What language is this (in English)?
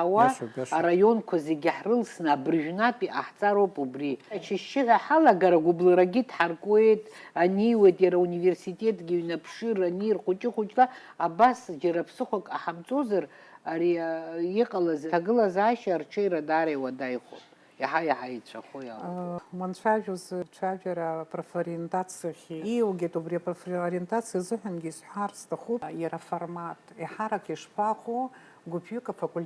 Abkhazian